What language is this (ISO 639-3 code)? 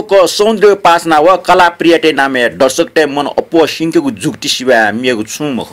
new